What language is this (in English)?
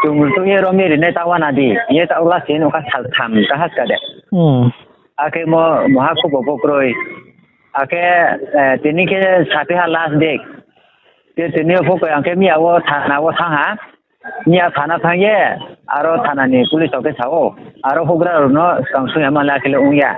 Riang (India)